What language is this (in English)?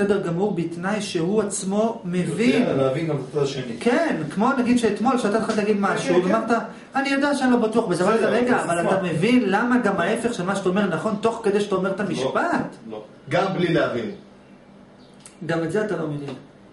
Hebrew